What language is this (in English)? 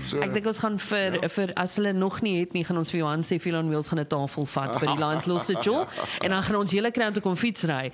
Afrikaans